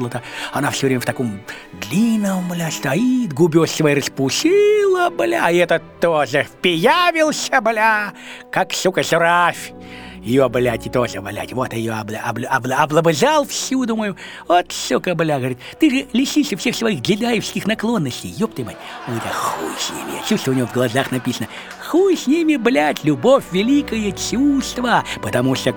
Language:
Russian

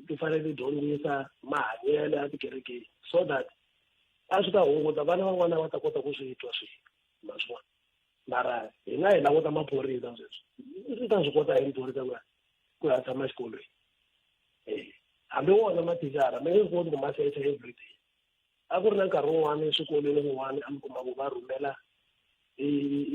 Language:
Tsonga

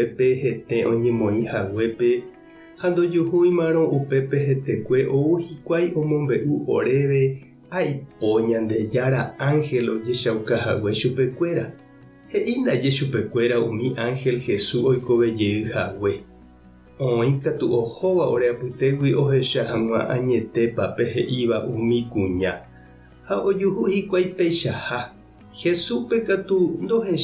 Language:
Guarani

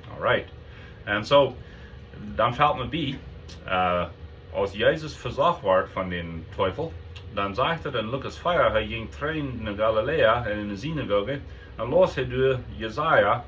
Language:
Plautdietsch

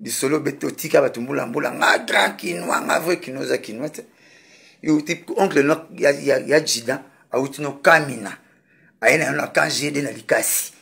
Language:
Lingala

